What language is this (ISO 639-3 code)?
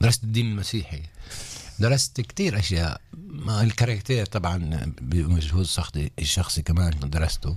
apc